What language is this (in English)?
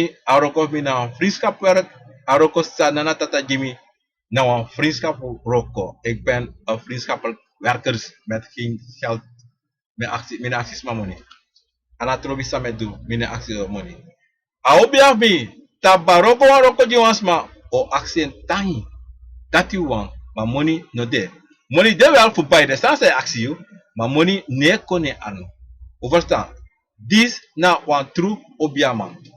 Sranan Tongo